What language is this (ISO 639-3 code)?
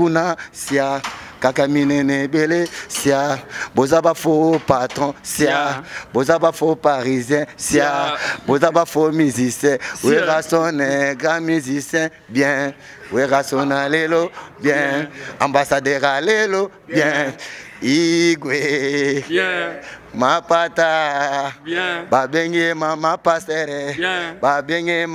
lin